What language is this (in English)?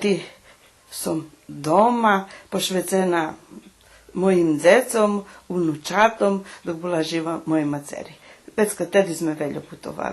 Rusyn